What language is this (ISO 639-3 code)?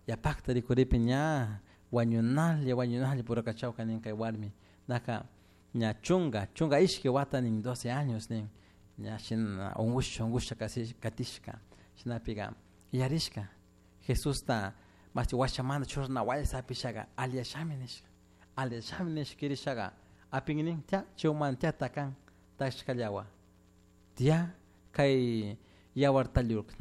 qug